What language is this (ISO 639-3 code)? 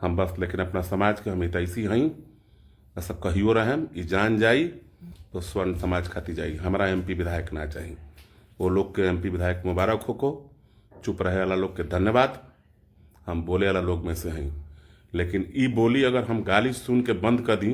bho